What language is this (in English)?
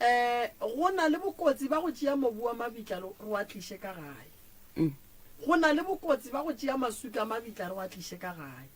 Northern Sotho